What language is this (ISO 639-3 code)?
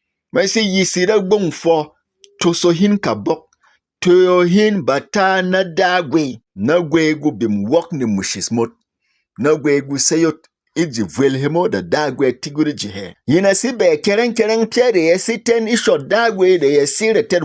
bom